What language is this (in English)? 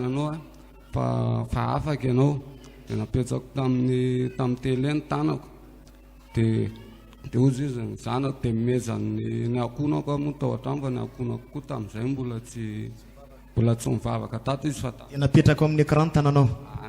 Malagasy